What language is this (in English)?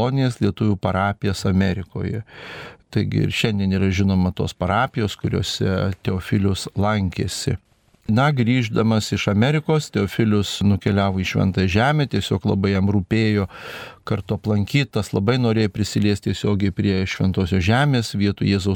Lithuanian